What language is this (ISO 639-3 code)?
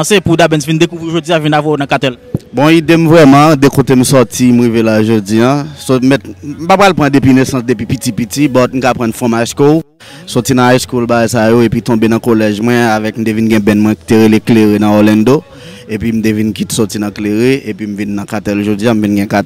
hat